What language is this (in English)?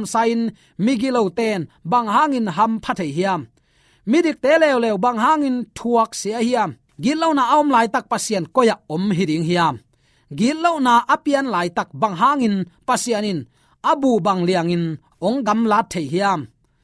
Tedim Chin